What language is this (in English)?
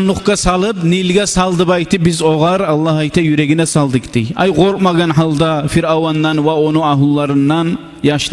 Kumyk